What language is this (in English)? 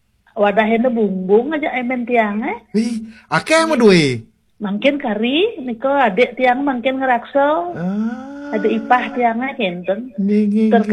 Balinese